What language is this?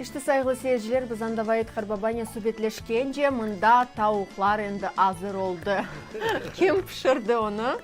Crimean Tatar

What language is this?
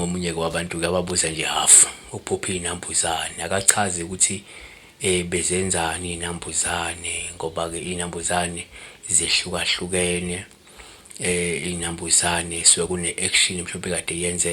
Zulu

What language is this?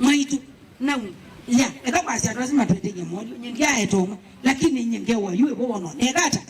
Kamba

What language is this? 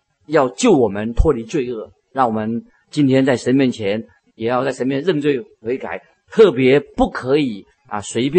Chinese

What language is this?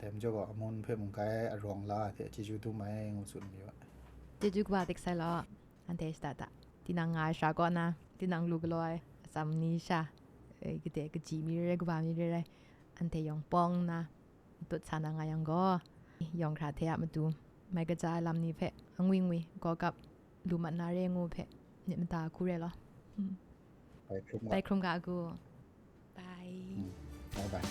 Kachin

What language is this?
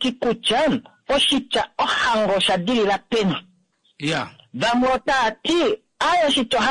Kuanyama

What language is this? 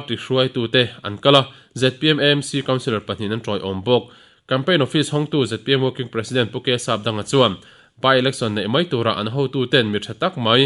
Mizo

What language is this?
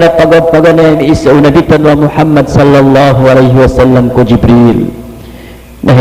Maranao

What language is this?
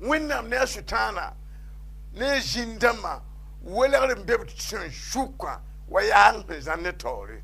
Mossi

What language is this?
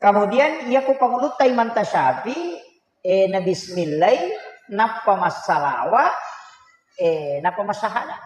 Buginese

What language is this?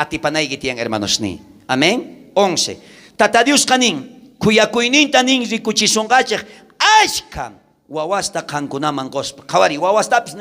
South Bolivian Quechua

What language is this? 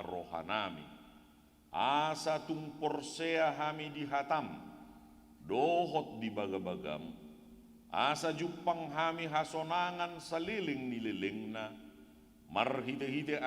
Batak Toba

